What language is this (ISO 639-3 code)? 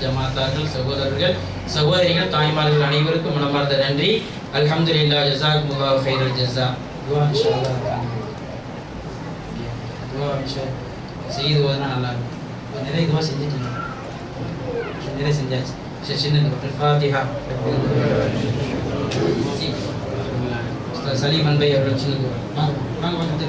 tam